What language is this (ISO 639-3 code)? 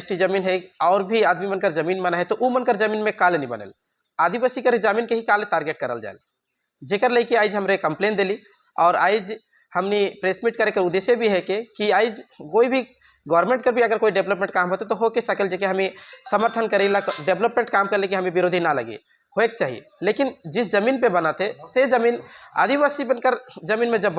sck